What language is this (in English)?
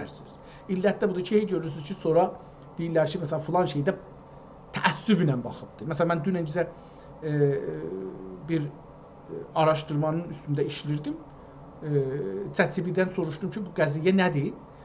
South Azerbaijani